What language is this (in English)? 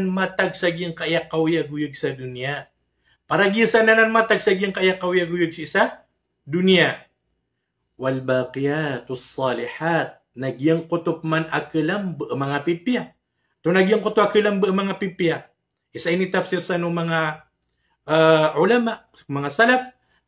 Maranao